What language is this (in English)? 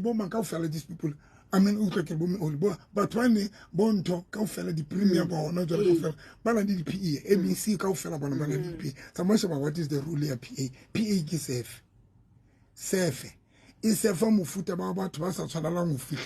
Southern Sotho